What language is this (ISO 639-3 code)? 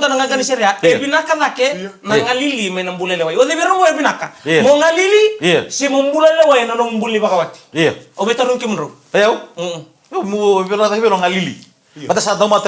fij